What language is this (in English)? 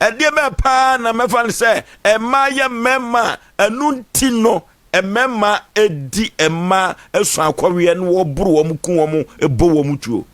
Akan